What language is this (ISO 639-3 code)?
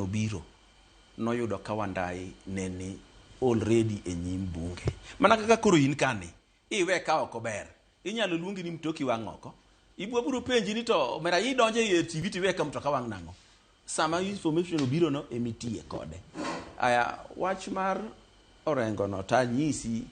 luo